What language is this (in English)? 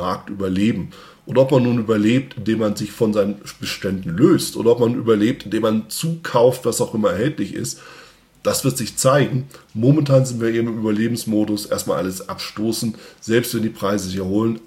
German